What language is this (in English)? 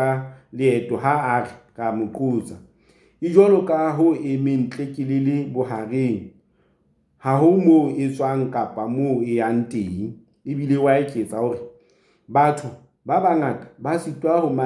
Southern Sotho